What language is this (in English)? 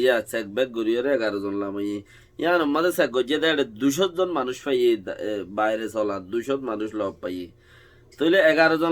Rohingya